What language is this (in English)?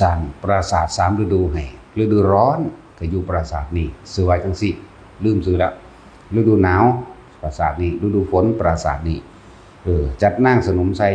Northeastern Thai